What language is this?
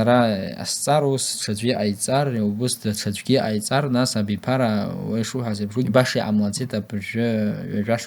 Abkhazian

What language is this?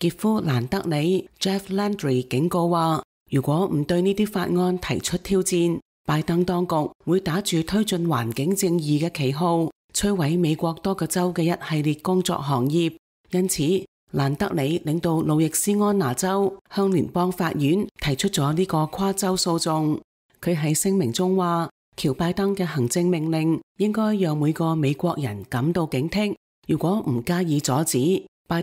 Cantonese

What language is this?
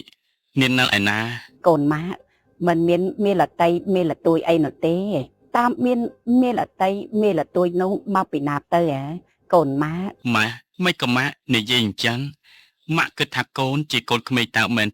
Khmer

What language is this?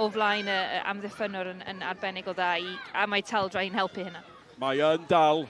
Welsh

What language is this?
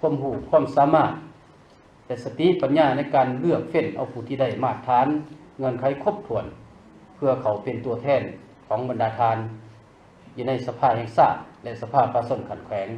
Lao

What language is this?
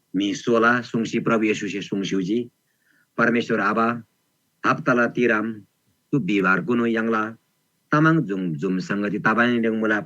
Eastern Tamang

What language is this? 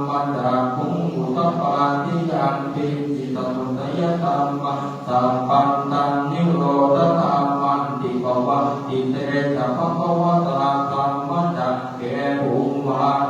Pali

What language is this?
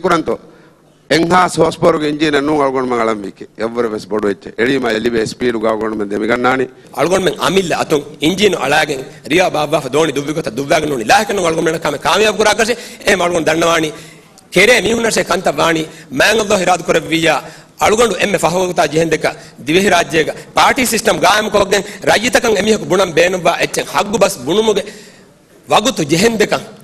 Divehi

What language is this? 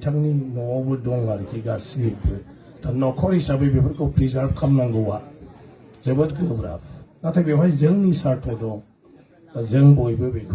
Bodo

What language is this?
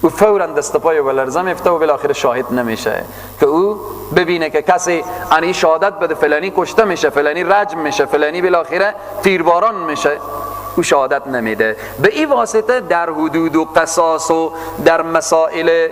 Persian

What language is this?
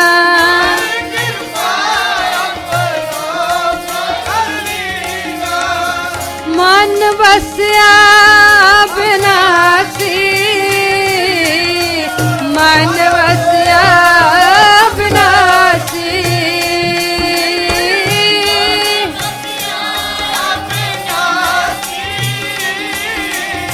Hindi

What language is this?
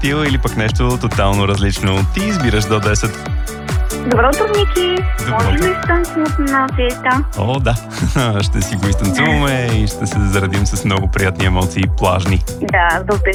Bulgarian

